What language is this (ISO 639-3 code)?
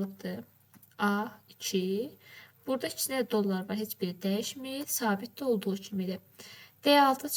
aze